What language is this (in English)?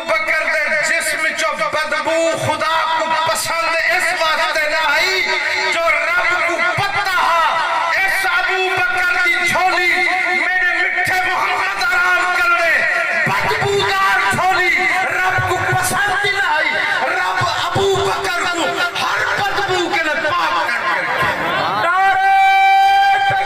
Saraiki